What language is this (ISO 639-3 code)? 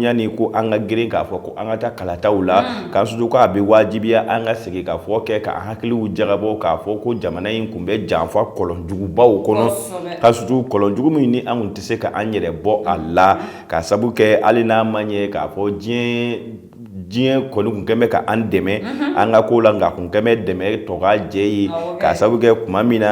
bam